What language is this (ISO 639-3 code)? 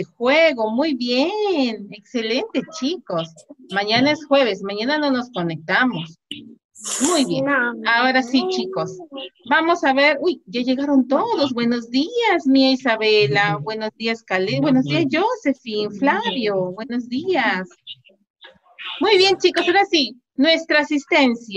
spa